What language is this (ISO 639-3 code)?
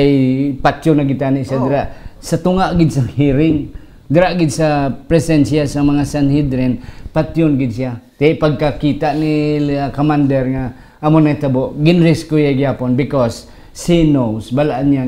hil